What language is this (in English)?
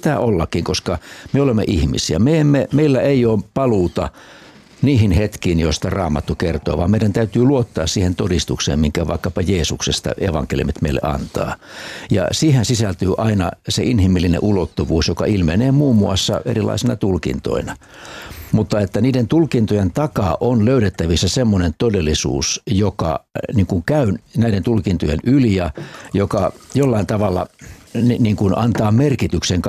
Finnish